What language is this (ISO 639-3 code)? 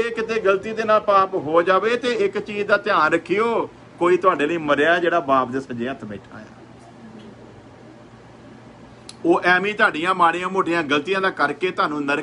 pan